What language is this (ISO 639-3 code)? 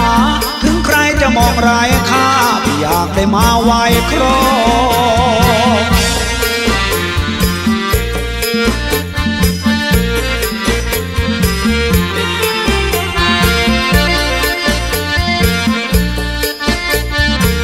tha